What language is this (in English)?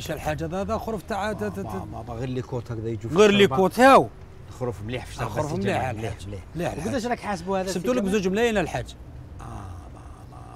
Algerian Arabic